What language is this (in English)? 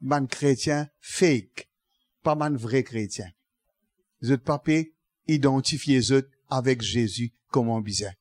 Morisyen